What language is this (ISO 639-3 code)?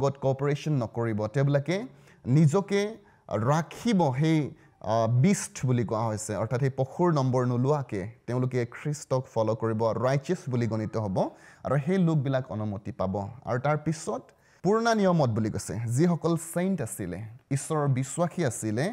asm